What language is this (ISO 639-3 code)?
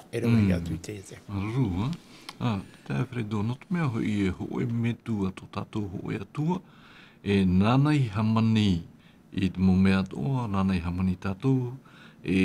tah